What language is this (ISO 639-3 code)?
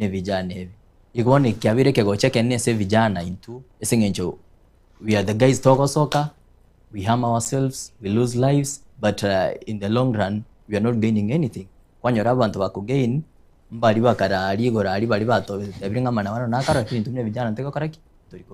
guz